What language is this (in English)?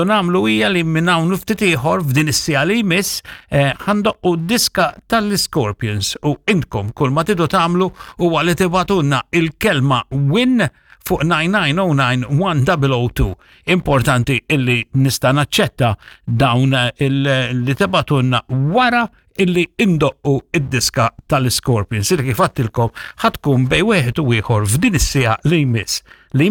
Maltese